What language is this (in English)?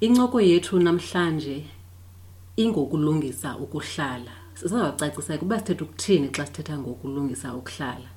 Xhosa